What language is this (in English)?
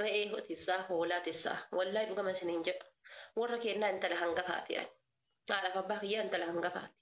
Oromo